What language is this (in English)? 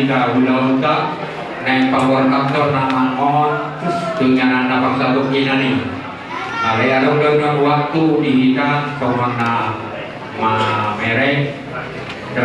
Batak Toba